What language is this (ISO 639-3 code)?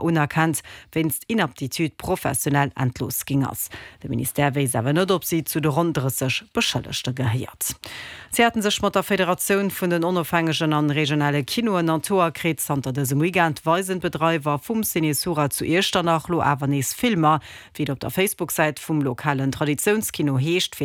ltz